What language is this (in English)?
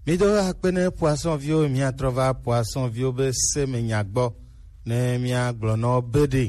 Gen